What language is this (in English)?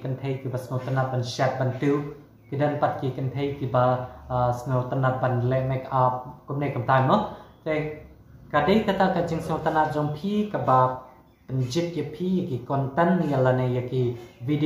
Khasi